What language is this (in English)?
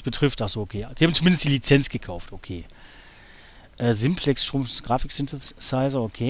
German